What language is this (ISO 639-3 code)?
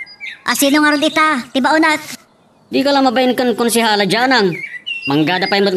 ilo